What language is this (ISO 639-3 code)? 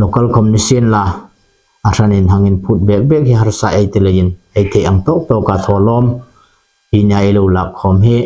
hmr